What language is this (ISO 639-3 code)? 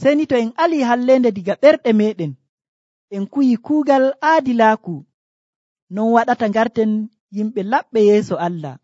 fuv